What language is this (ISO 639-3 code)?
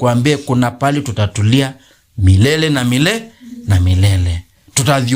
kam